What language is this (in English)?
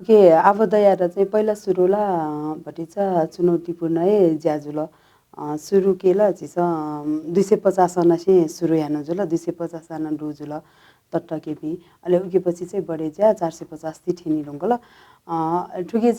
Newari